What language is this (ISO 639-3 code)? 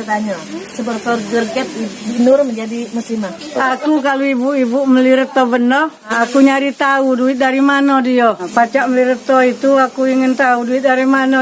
mui